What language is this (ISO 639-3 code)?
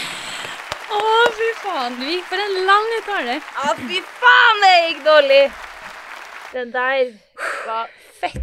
nor